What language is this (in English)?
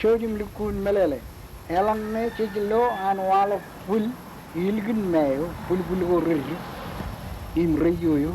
Marshallese